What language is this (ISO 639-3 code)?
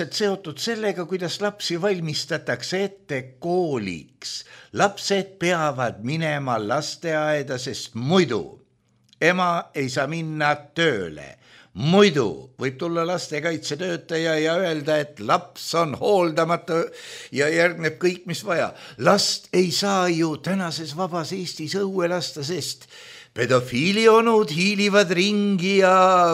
est